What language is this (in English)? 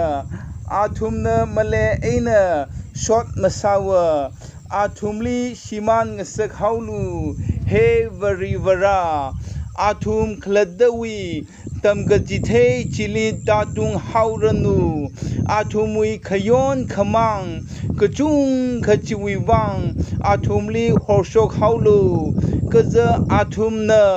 Tangkhul Naga (India)